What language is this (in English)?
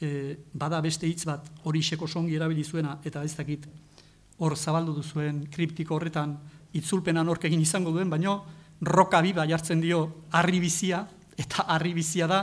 Basque